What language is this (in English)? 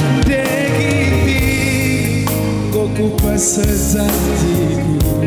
Batak Karo